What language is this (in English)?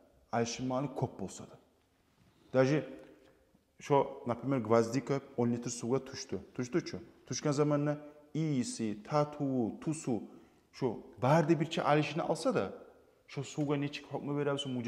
Kumyk